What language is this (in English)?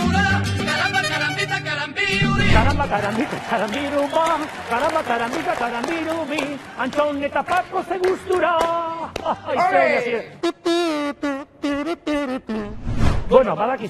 Basque